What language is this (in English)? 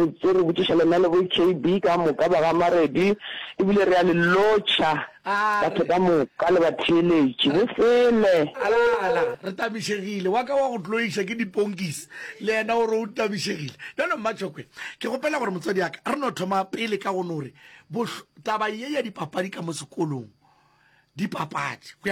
Northern Sotho